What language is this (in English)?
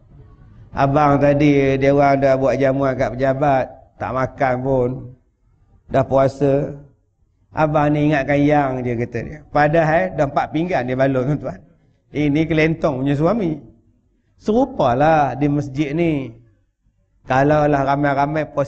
Malay